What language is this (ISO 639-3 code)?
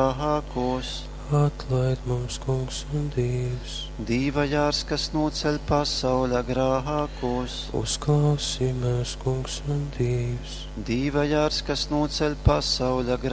ltg